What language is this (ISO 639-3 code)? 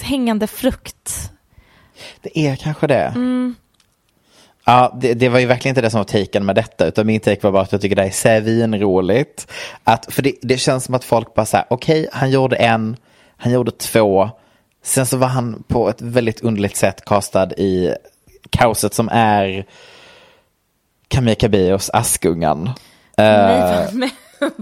swe